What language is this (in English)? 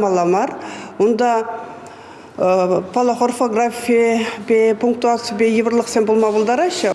Chuvash